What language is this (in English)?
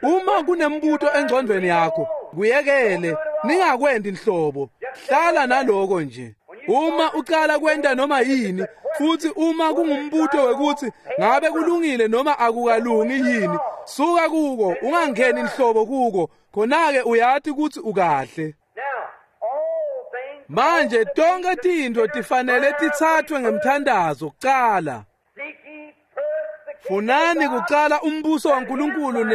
Swati